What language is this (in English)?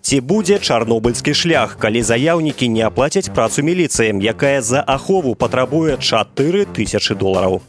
Belarusian